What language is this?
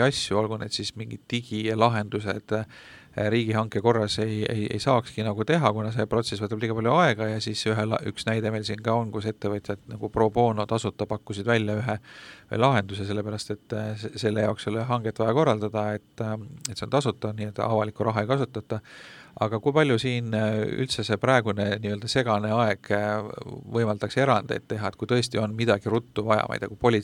Estonian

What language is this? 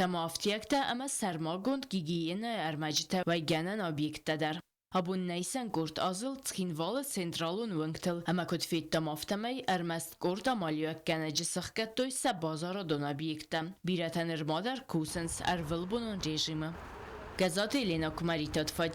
Ossetic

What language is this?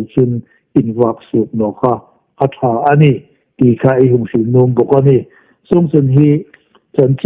Hmar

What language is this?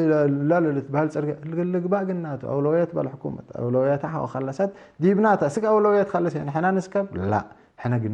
Tigre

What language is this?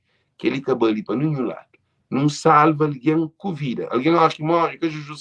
Kabuverdianu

